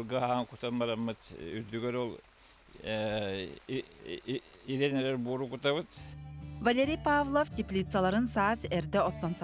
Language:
Yakut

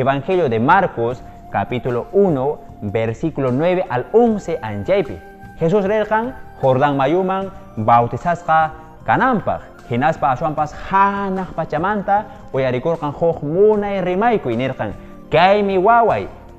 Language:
Quechua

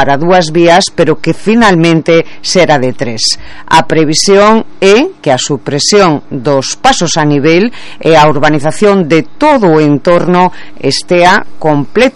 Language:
Galician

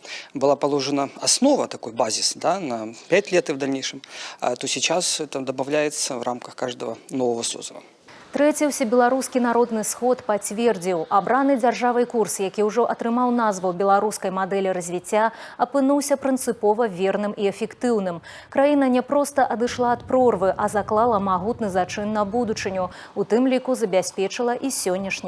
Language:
Belarusian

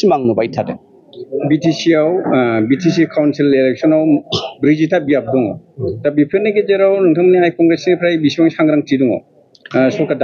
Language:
Bodo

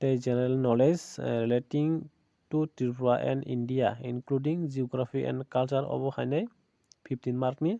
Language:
Kok Borok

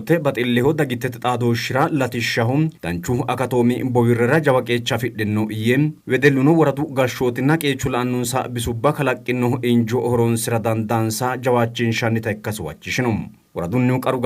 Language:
Sidamo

